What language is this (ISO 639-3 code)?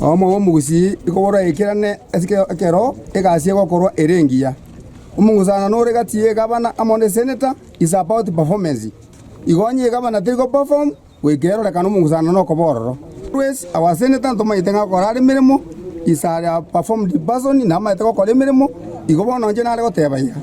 guz